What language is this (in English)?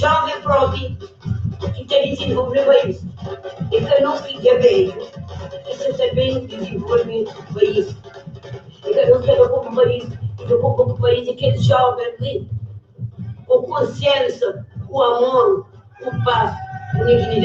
Kabuverdianu